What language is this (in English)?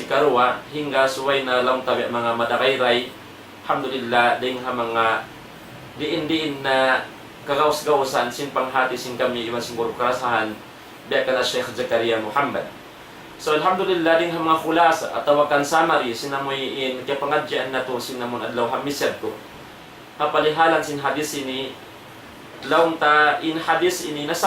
Tausug